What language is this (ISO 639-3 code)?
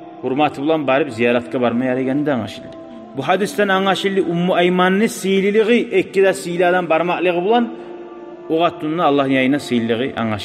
kum